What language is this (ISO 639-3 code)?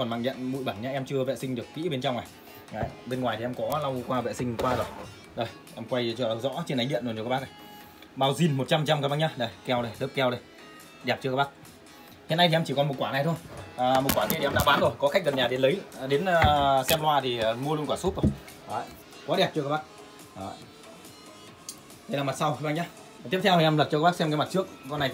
vie